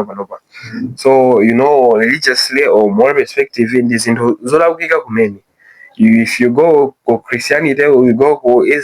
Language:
Nyanja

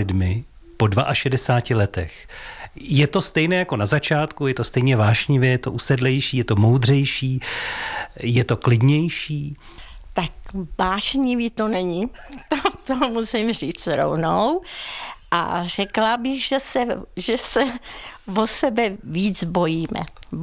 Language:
Czech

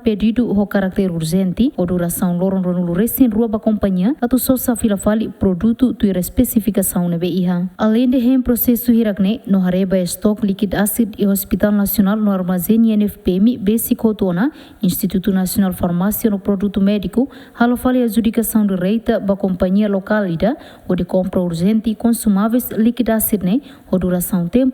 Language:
Tetum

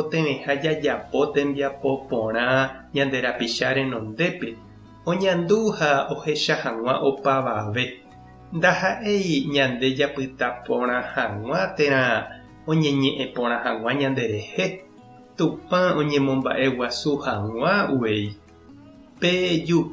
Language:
Guarani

